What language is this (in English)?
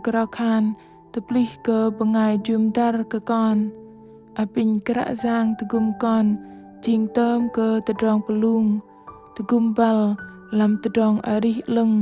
Bahnar